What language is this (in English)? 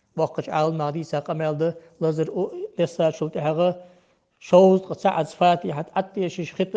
Ingush